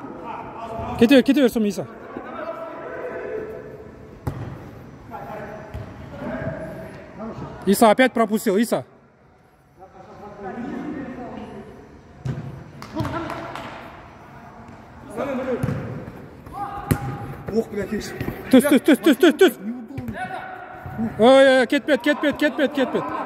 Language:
Kazakh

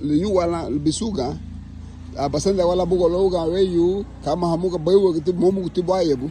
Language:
Garifuna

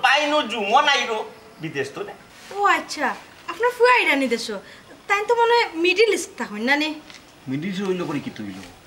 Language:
Sylheti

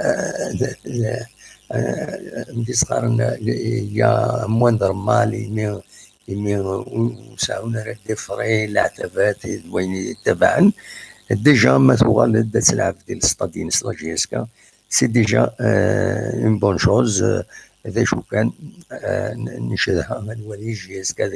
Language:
Kabyle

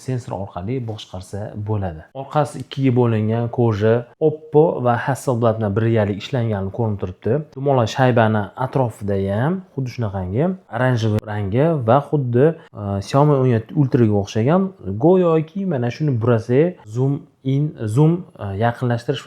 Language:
Uzbek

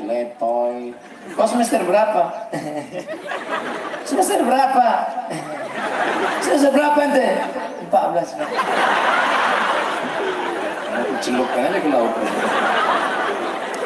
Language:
Indonesian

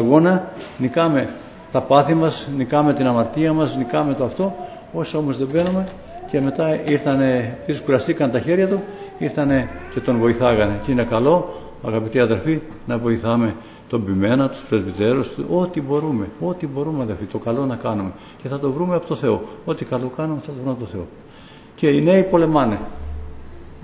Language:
Greek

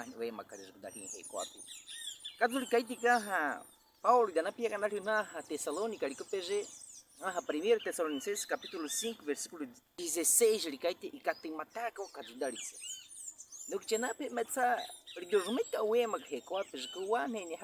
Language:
Baniwa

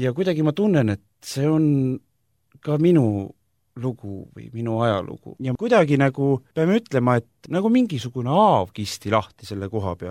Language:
Estonian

